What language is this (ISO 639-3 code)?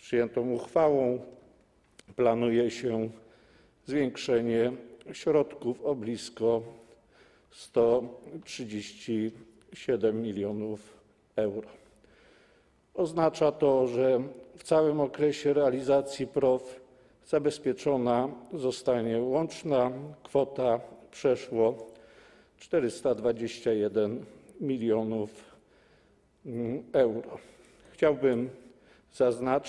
pol